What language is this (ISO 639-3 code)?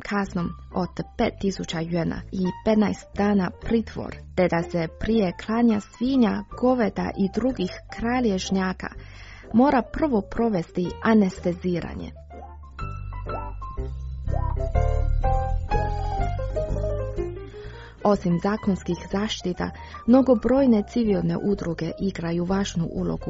hrv